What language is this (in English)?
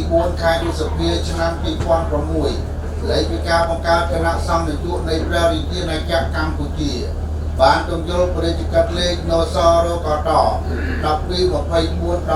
Khmer